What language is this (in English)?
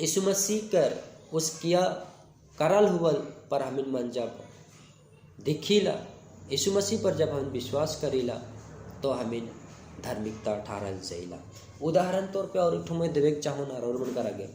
Sadri